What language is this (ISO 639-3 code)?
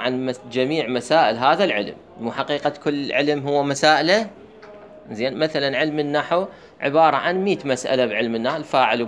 acm